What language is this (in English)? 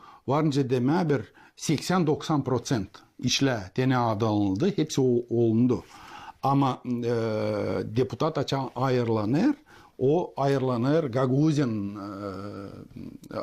Gagauz